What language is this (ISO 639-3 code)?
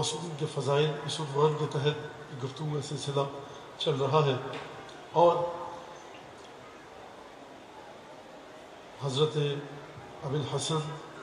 urd